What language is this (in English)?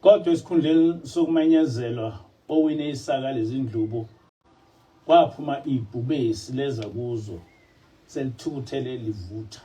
Zulu